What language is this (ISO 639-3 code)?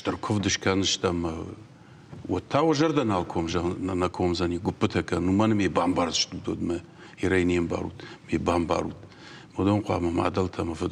oss